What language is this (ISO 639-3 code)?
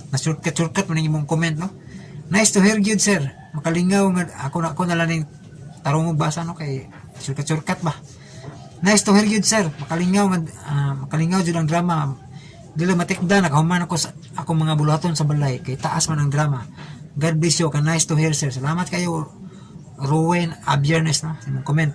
ceb